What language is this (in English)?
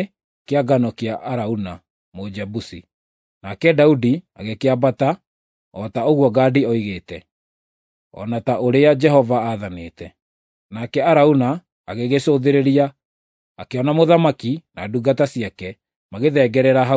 Kikuyu